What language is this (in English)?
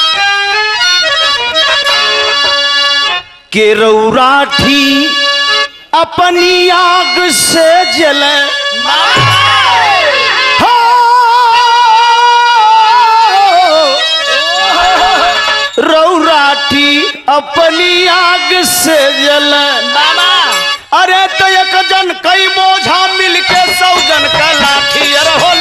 Bhojpuri